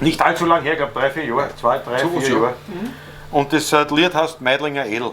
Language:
Bavarian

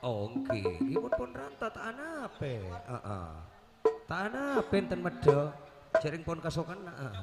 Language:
Madurese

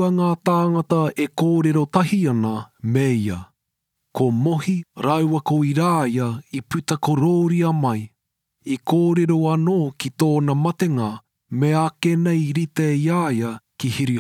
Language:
Māori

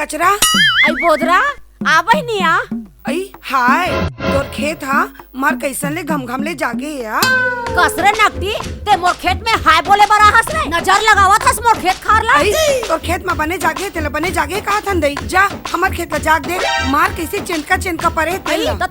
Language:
Chhattisgarhi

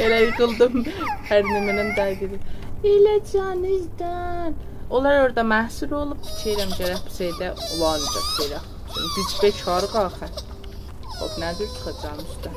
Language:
South Azerbaijani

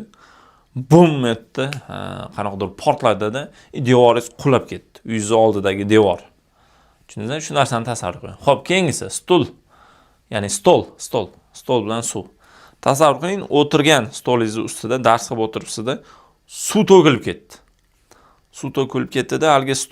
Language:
Uzbek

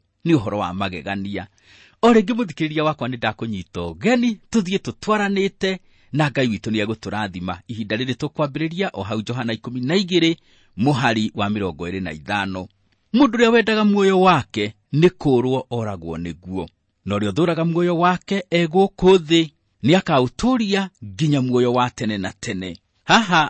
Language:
Kikuyu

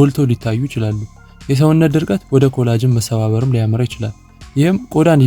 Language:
Amharic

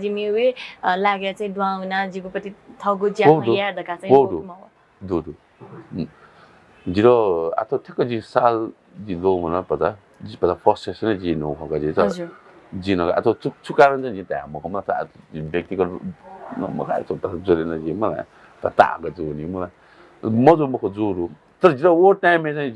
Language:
Newari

